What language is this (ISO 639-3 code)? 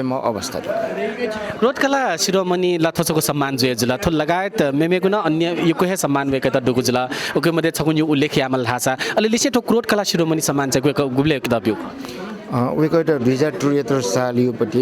new